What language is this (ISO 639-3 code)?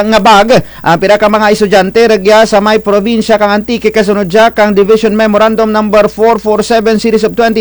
krj